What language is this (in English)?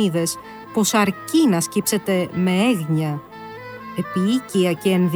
Greek